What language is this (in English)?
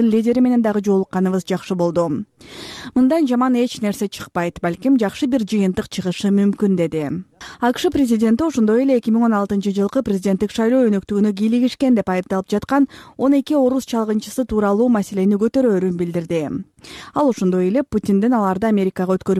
Kyrgyz